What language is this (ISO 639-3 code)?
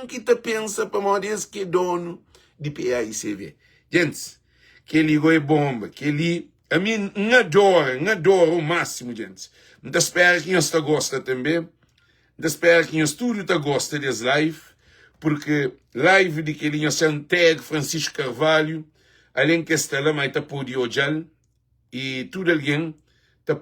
kea